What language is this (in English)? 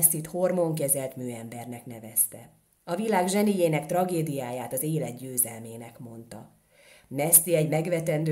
Hungarian